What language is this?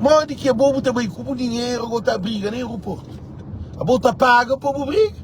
Kabuverdianu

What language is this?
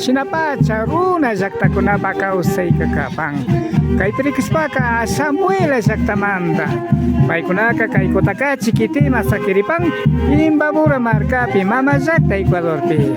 Imbabura Highland Quichua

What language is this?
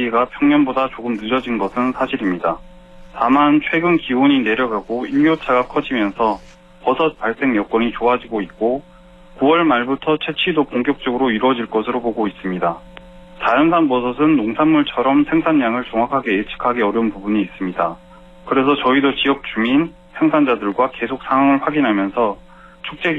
Korean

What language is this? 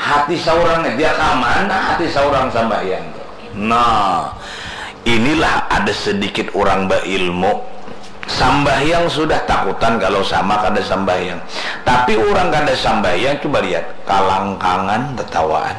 Banjar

